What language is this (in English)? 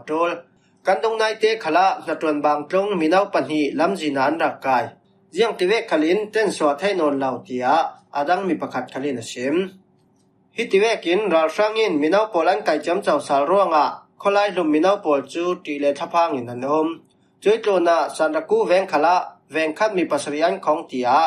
Falam Chin